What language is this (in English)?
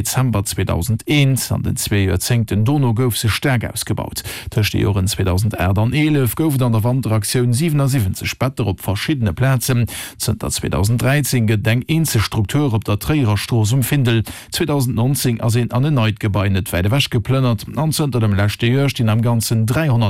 Luxembourgish